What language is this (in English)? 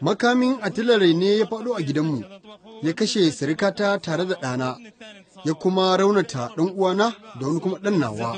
Hausa